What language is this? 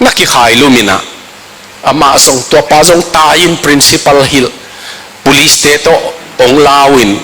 Tedim Chin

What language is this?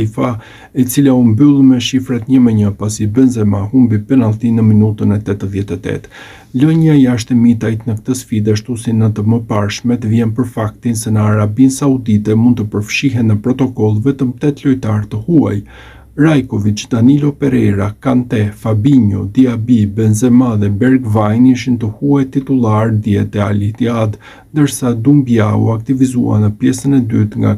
Albanian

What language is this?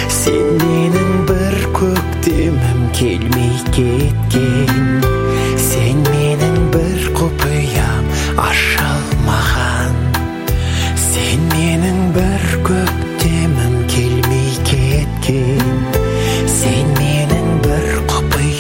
Kazakh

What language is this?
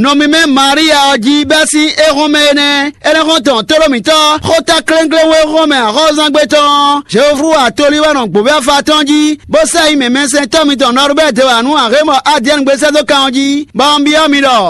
Fon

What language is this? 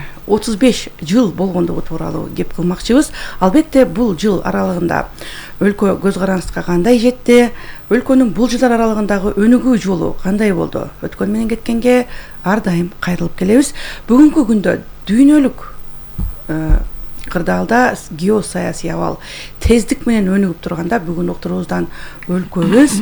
Kyrgyz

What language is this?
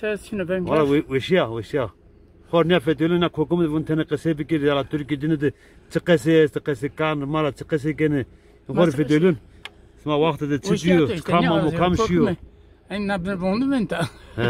Zaza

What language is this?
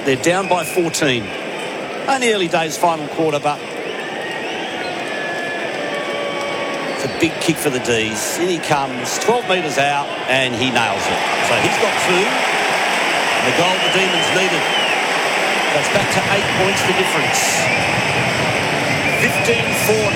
English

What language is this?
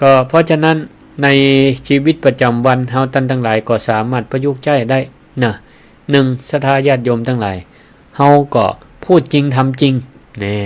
Northern Thai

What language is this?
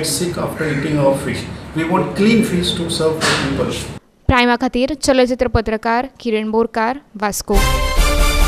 Konkani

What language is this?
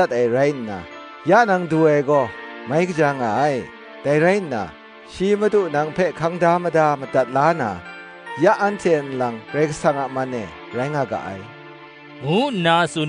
Kachin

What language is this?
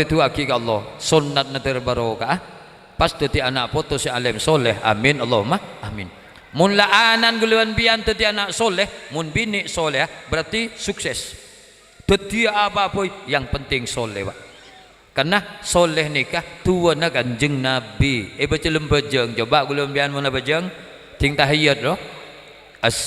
Madurese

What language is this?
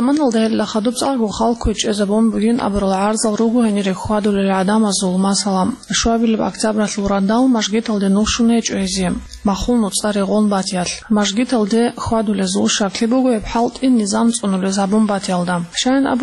Avaric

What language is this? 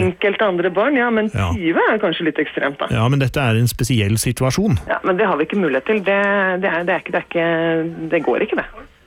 Norwegian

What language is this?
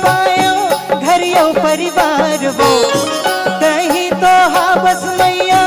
Chhattisgarhi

